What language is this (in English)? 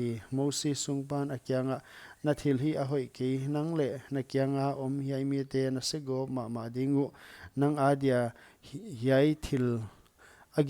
Paite Chin